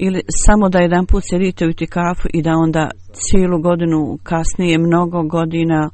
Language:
Bosnian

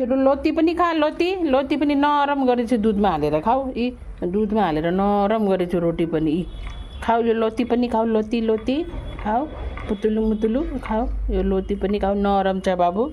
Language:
Nepali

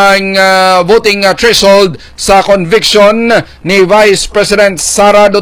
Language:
Hiligaynon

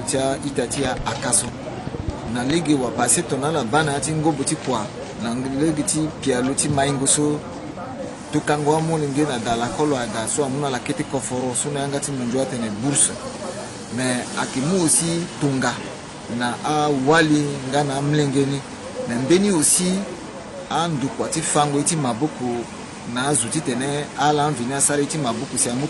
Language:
Sango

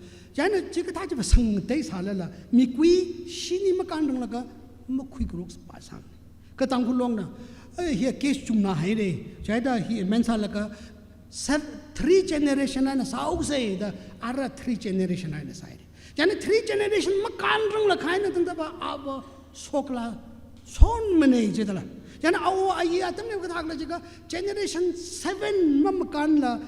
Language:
Tangkhul Naga (India)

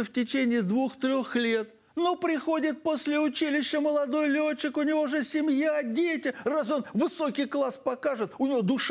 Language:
Russian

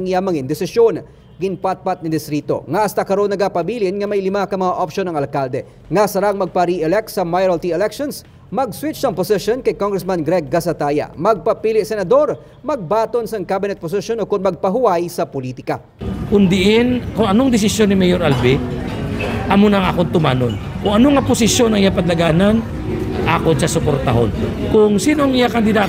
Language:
Hiligaynon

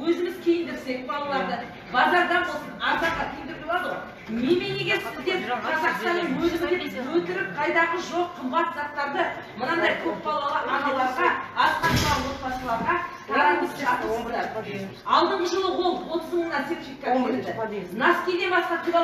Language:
Kazakh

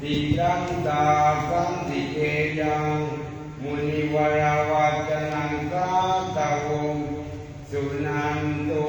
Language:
Pali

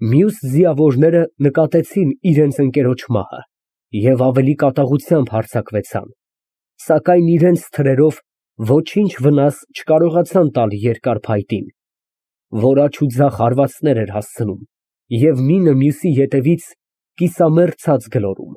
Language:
Armenian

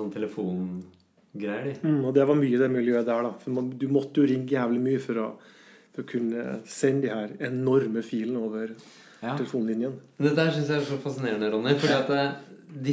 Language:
Norwegian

